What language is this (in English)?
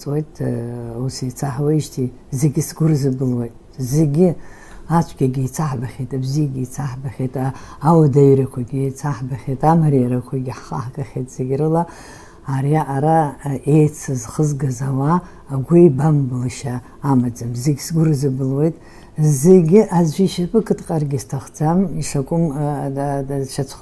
Abkhazian